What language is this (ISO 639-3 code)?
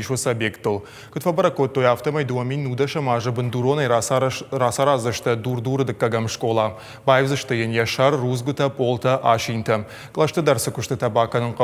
oss